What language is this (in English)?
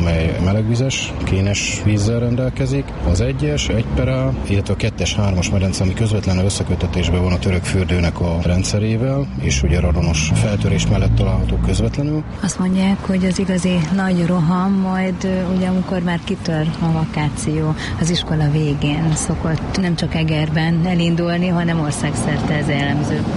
Hungarian